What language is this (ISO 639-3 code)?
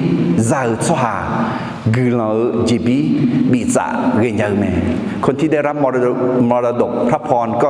ahk